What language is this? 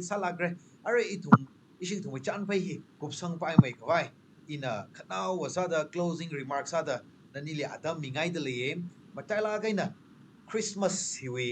Tangkhul Naga (India)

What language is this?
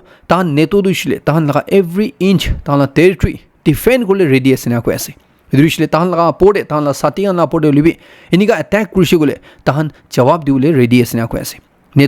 Naga Pidgin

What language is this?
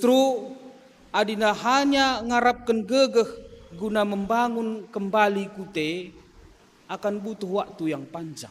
Batak Karo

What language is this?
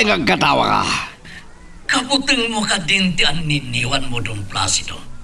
Iloko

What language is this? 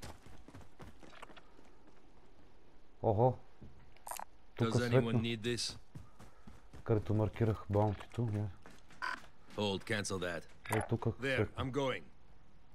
Bulgarian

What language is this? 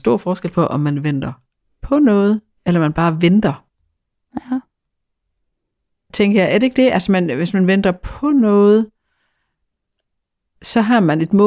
Danish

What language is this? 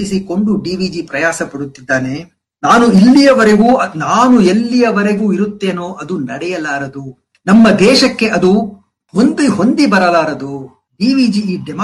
Kannada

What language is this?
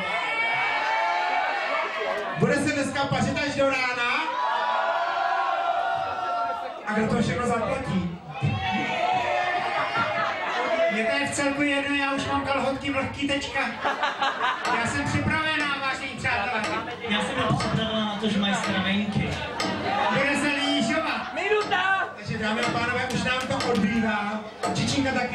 Czech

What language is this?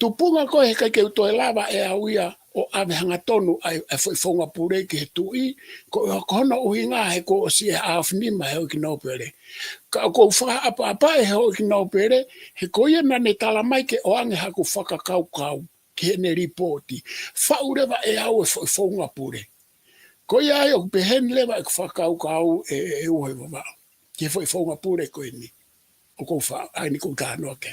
Tongan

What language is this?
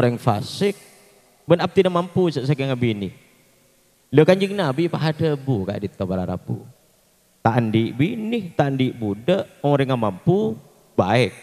Madurese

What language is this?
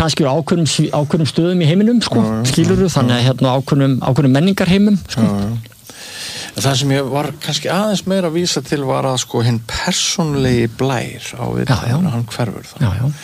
Icelandic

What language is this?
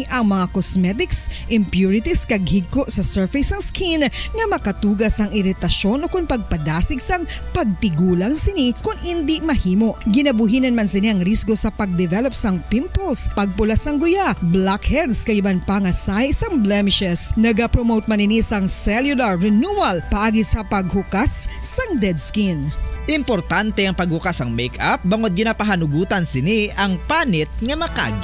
Hiligaynon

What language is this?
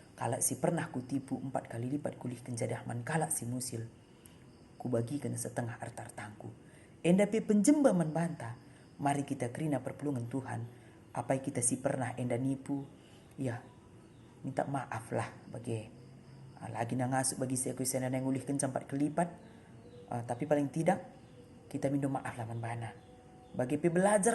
Batak Karo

